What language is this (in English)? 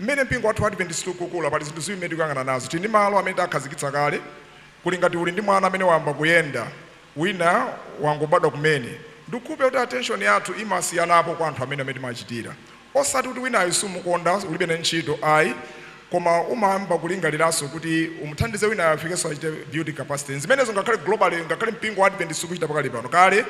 Nyanja